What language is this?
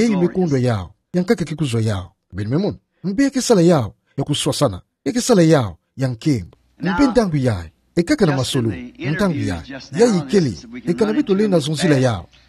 Kituba (Democratic Republic of Congo)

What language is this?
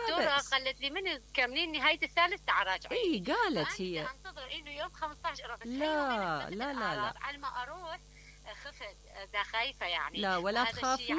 Mesopotamian Arabic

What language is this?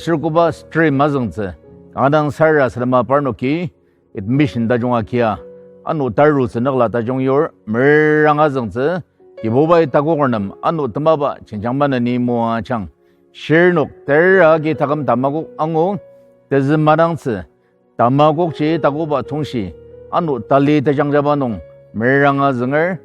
Ao Naga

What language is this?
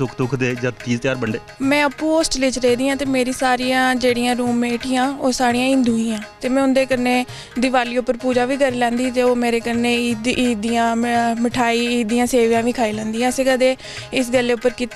Dogri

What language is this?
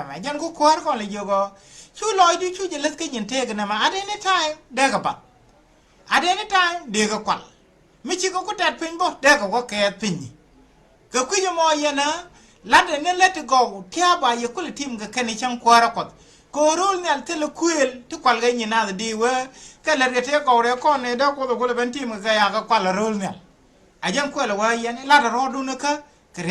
Nuer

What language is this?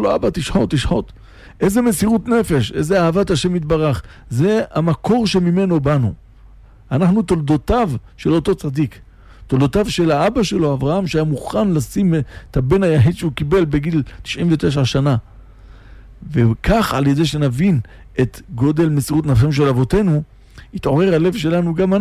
Hebrew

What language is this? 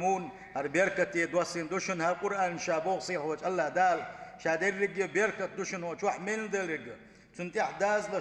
Chechen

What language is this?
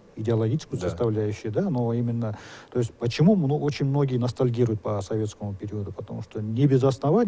Russian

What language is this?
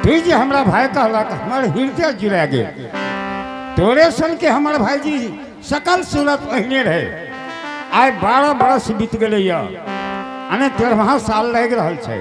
Angika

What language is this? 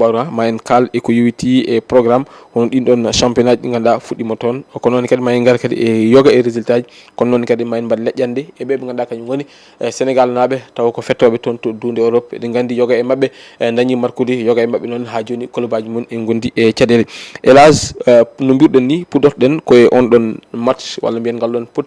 Fula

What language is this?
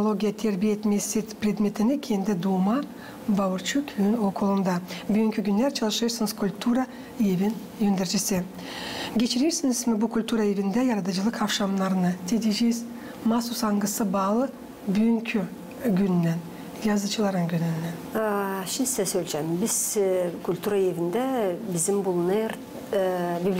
Gagauz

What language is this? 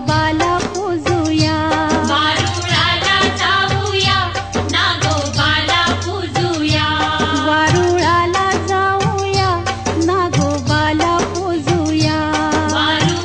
Marathi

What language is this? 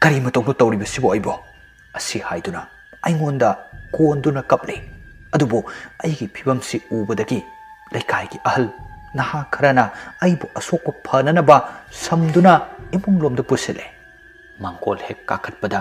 Manipuri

